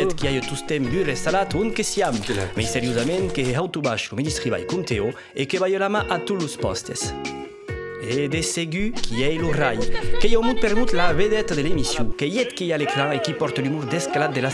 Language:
Occitan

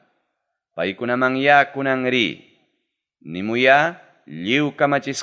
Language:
Ayacucho Quechua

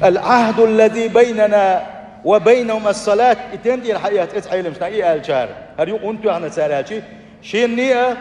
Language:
Chechen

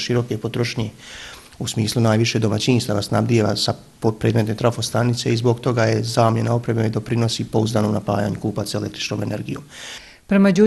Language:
Bosnian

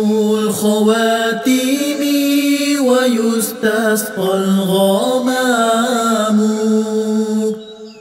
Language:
Arabic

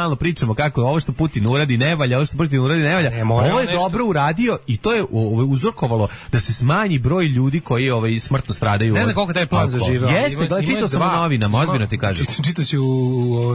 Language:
Serbian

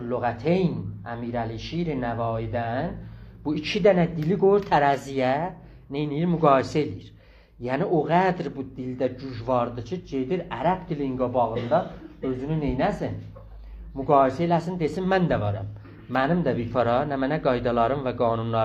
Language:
South Azerbaijani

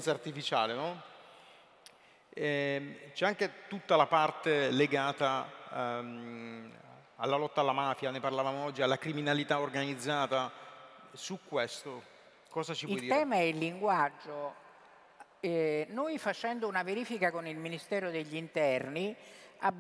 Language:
Italian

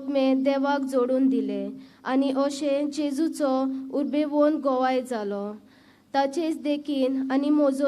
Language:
Konkani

